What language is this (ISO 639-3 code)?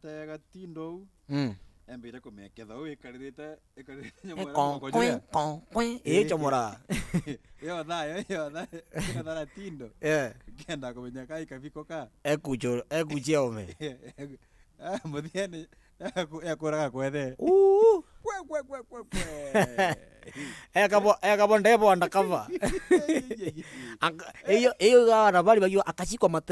mer